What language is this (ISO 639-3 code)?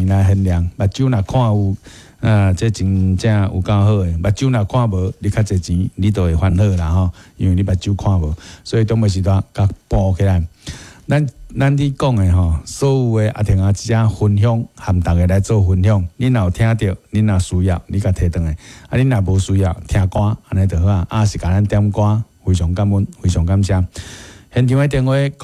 nan